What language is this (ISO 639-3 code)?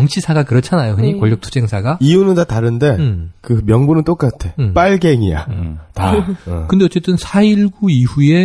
kor